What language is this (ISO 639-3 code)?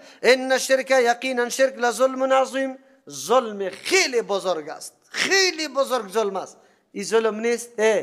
fas